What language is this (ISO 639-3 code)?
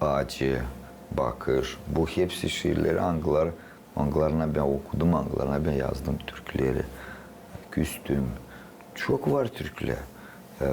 gag